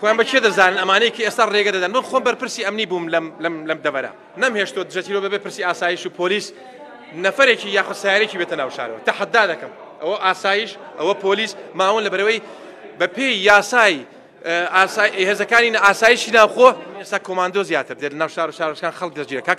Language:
Central Kurdish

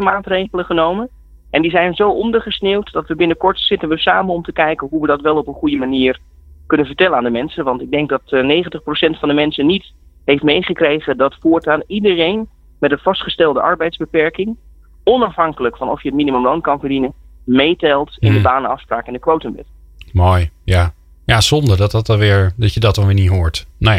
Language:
Dutch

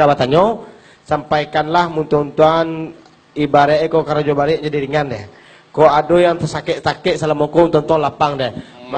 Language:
Minangkabau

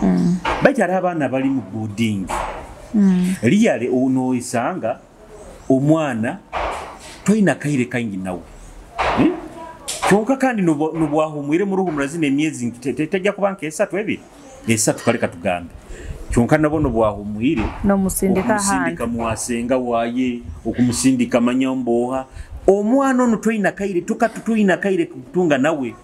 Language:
Nyoro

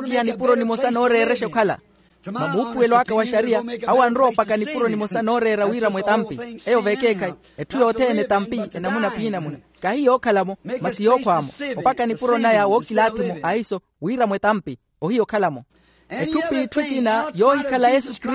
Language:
Makhuwa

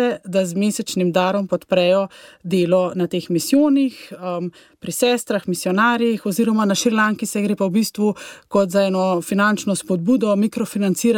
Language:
Slovenian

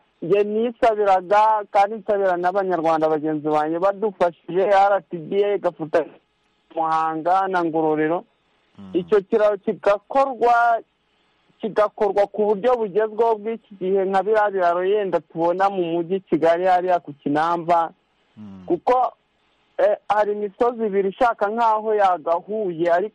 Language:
Kinyarwanda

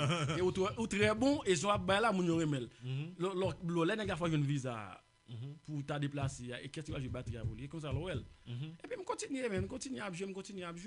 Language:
Haitian Creole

